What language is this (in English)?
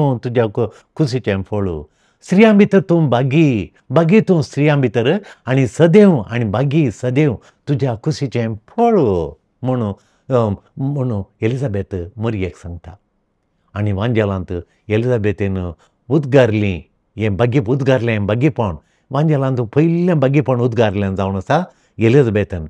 Konkani